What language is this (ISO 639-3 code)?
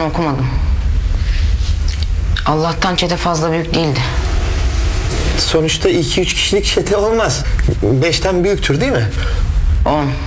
tur